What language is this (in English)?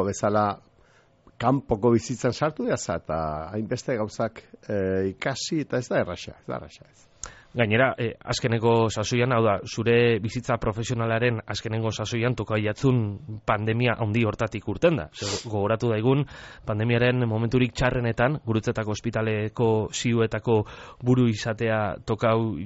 Basque